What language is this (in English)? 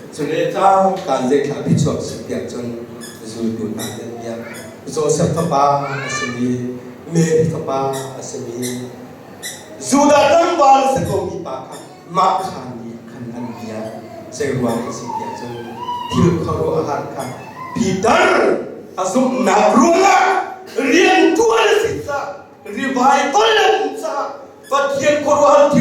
Hakha Chin